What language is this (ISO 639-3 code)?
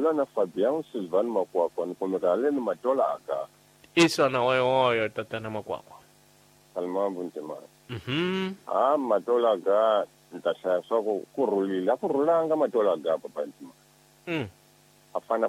tso